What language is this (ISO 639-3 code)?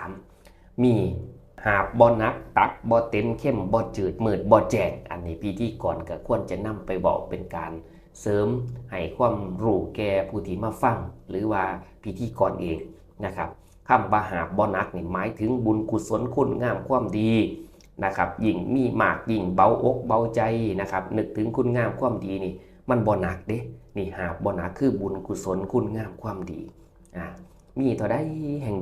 tts